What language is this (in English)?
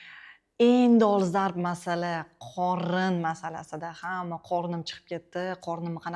Uzbek